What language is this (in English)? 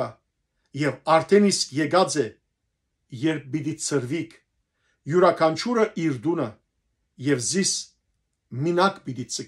Western Armenian